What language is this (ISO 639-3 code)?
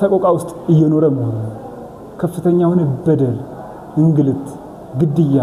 amh